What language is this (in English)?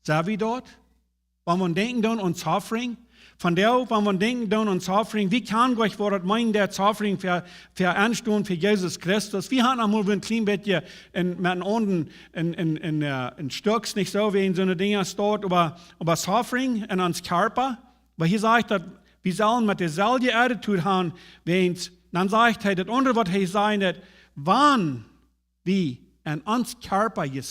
Plautdietsch